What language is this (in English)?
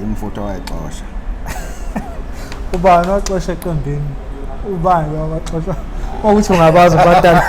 Zulu